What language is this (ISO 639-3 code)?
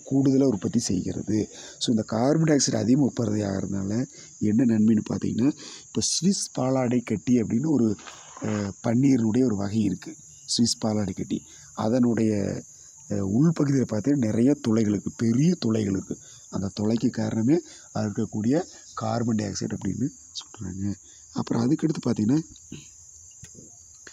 tam